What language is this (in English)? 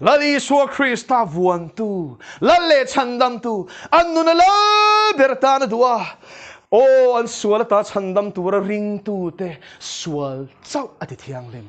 Mizo